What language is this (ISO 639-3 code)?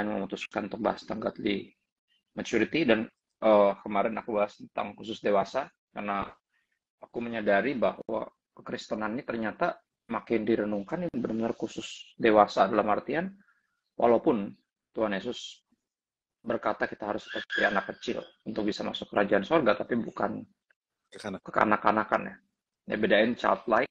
ind